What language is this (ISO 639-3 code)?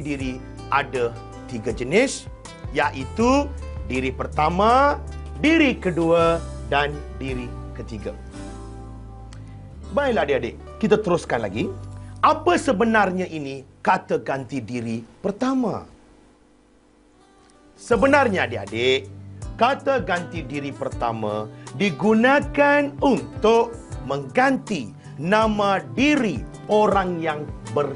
msa